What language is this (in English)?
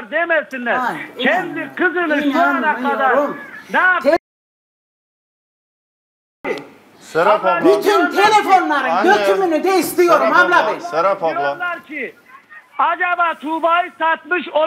Turkish